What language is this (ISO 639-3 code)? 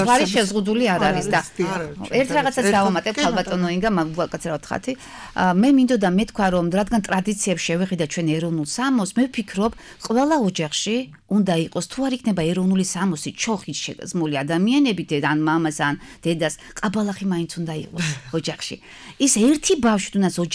kat